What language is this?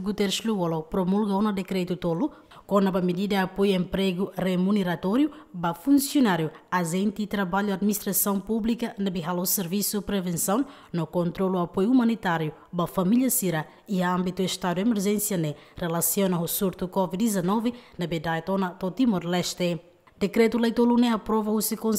Tetum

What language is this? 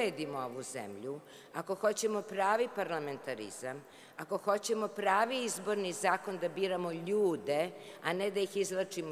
Serbian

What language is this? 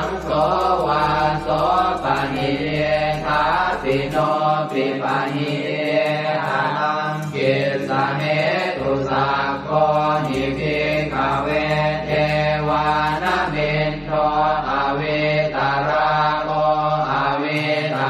Pali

